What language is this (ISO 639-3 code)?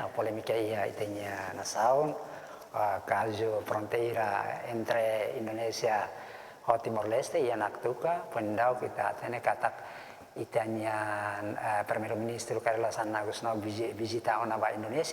tet